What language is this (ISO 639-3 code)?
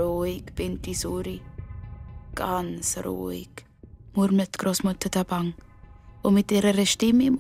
gsw